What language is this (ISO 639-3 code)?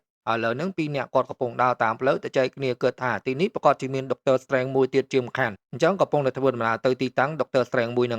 khm